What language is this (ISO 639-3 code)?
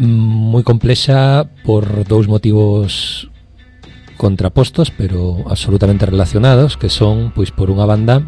glg